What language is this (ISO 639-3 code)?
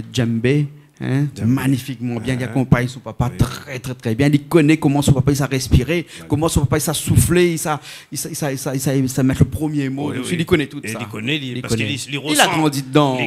rcf